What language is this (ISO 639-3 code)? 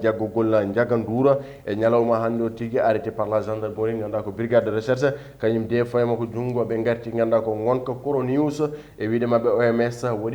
ful